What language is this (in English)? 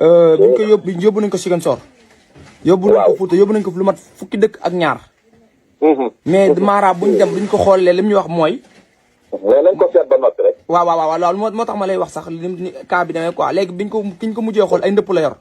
Wolof